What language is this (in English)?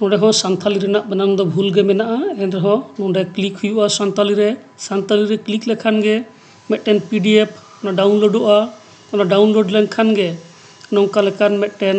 Santali